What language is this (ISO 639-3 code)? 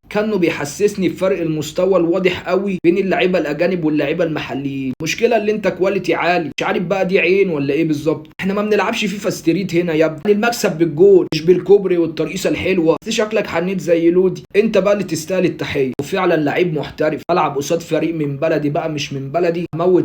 arz